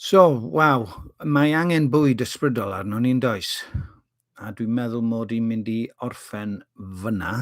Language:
Welsh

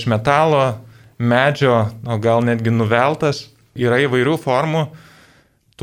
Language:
Lithuanian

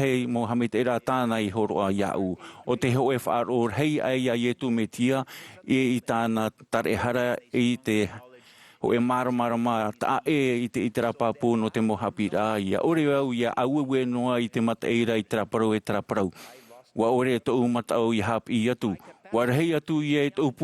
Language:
Tahitian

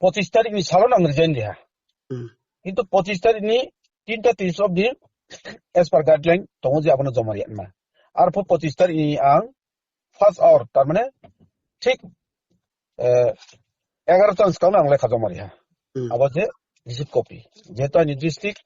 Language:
Riang (India)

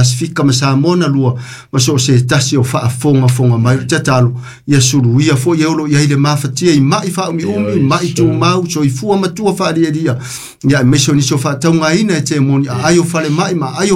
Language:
Samoan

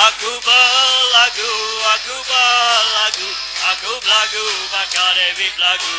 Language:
Iban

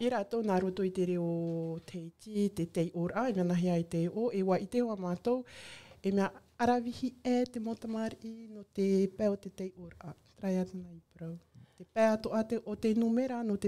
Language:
Tahitian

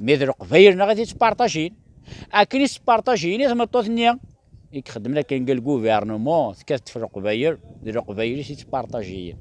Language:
Kabyle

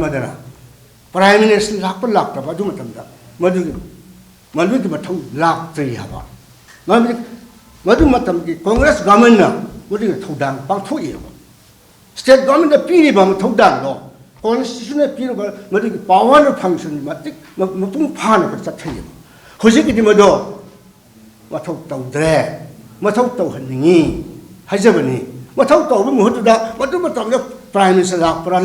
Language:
Manipuri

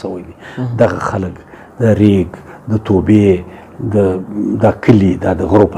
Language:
Pashto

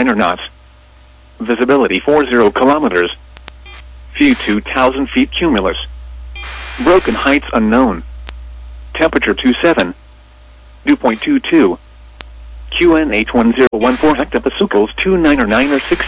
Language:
English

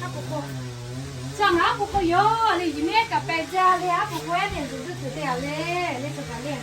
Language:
Lahu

